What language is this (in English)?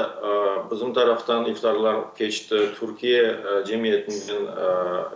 Crimean Tatar